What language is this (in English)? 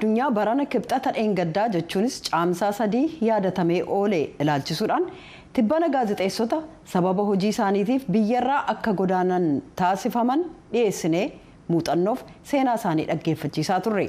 Oromo